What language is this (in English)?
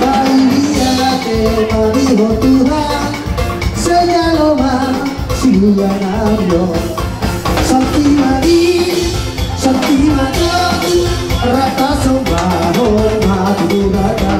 Batak Toba